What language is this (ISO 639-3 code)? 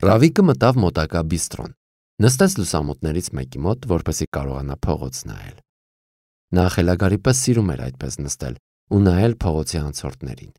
hye